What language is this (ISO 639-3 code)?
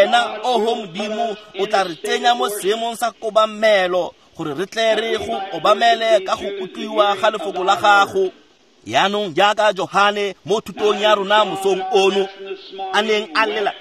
tsn